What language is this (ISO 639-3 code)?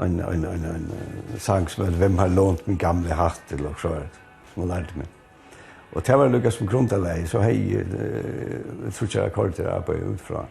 fao